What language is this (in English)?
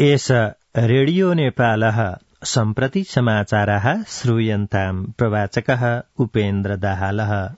Sanskrit